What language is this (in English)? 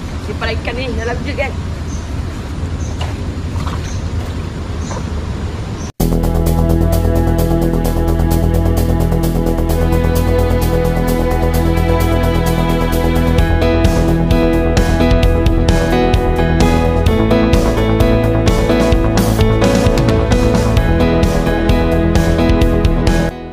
Malay